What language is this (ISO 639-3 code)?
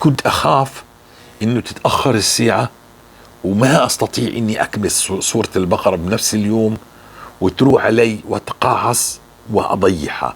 apc